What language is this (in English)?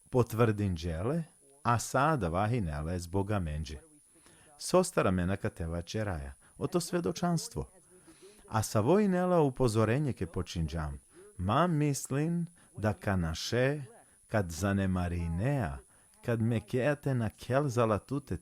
Balkan Romani